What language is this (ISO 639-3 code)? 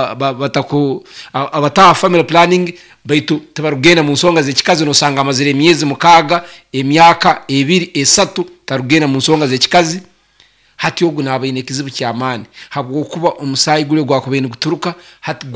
nyo